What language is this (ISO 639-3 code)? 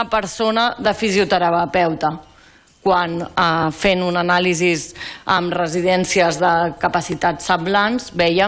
cat